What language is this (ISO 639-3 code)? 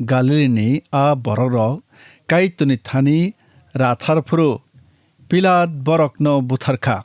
trp